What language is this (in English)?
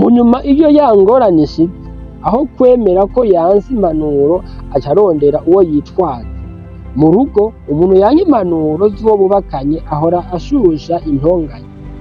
Rundi